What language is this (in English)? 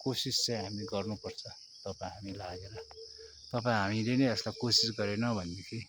Nepali